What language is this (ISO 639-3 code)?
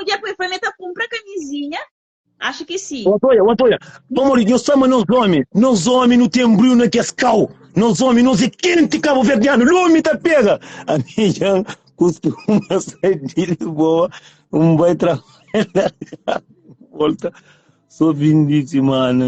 kea